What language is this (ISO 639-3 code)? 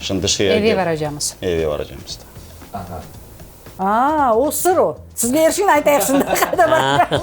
crh